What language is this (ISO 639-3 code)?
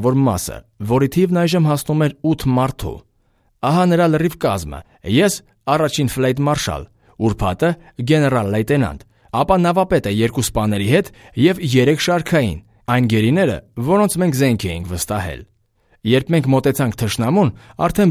hye